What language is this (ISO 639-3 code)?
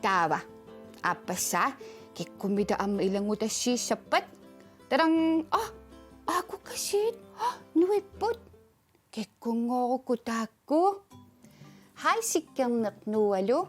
kal